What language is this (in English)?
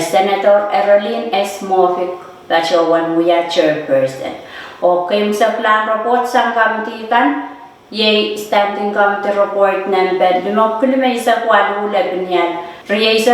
Pohnpeian